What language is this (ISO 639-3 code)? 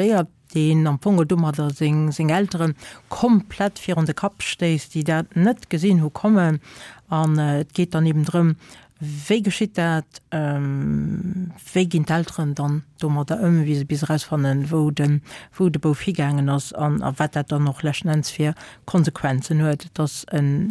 ltz